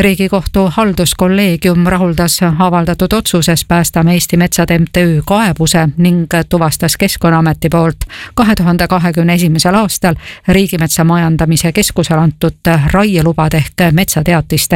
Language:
Estonian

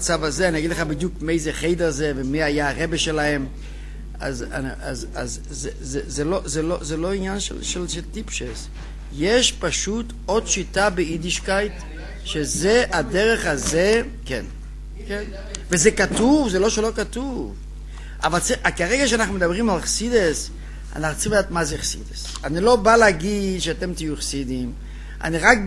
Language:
Hebrew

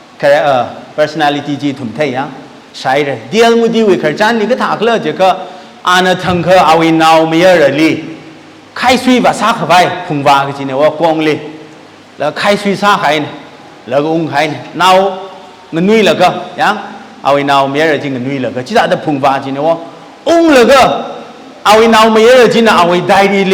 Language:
Tangkhul Naga (India)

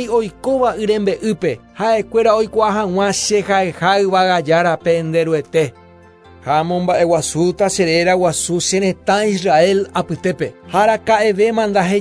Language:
Guarani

